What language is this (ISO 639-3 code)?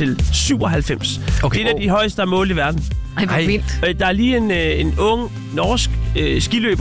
dan